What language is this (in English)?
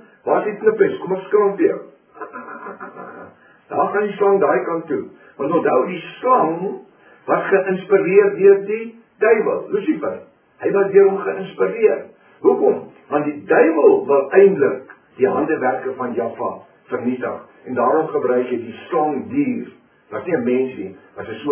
Afrikaans